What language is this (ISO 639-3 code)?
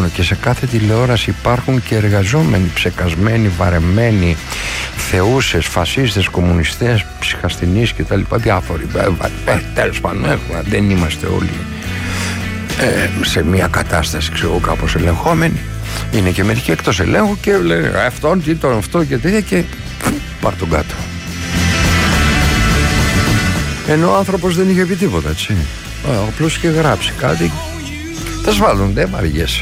ell